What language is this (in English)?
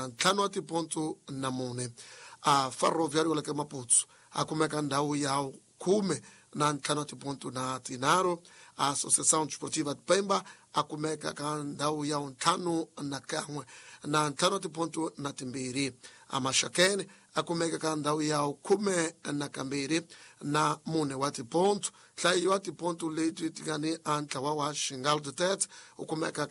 Tsonga